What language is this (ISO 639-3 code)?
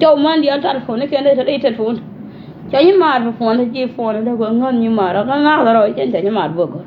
nus